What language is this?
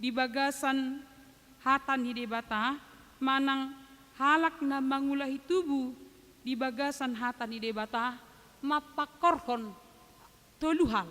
Batak Toba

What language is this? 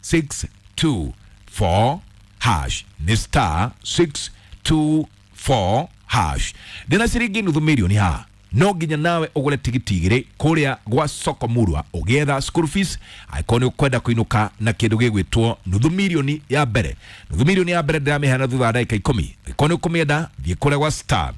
Kikuyu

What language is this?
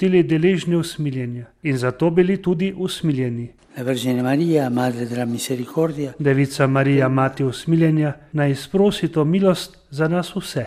Slovenian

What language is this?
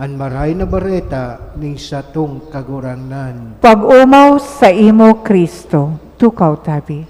Bikol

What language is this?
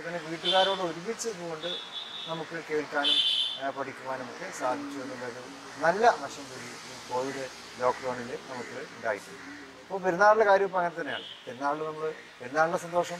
Malayalam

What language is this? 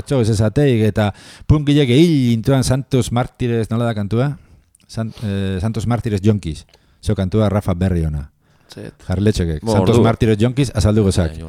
Basque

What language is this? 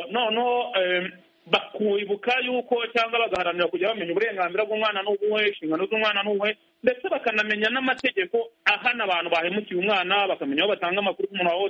Kinyarwanda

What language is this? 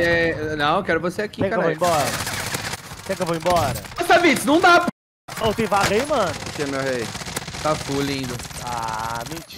Portuguese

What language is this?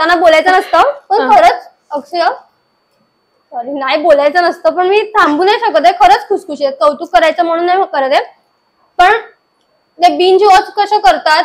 Marathi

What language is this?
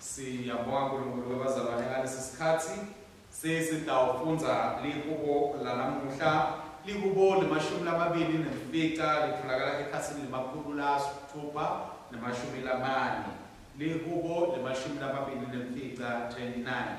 Swati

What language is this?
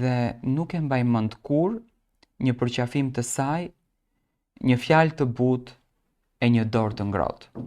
Albanian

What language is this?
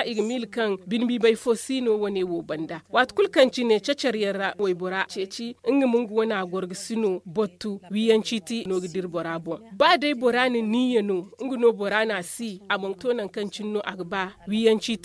Zarma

